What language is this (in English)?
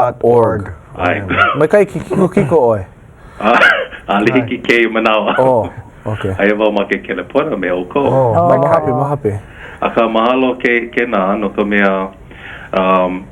Hawaiian